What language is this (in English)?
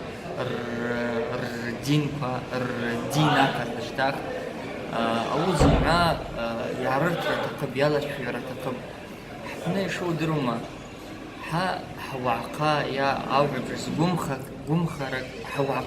Abkhazian